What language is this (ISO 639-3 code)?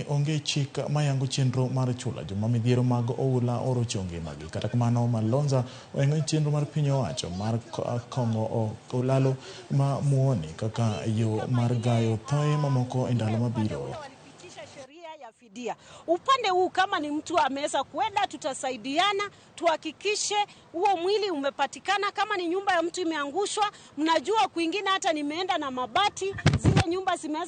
luo